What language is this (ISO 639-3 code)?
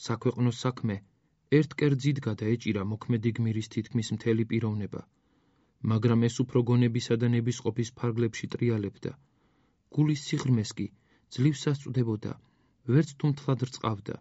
kat